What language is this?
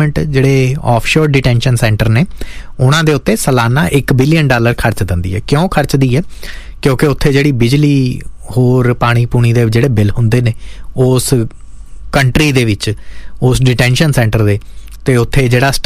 Punjabi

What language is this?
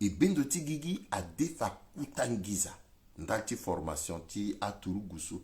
Sango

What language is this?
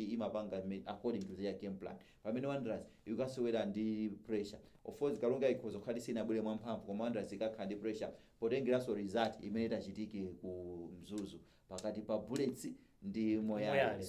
Nyanja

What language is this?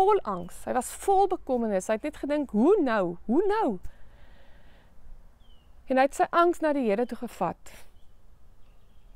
Afrikaans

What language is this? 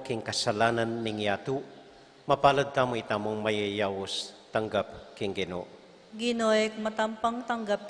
Pampanga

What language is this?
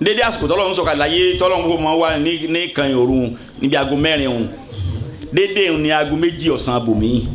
Yoruba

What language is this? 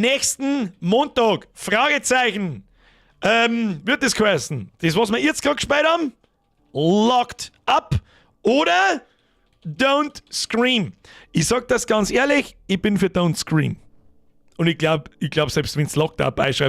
Bavarian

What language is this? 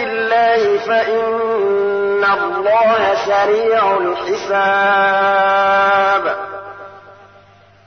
Arabic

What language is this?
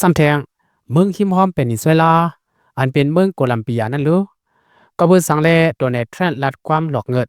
Lao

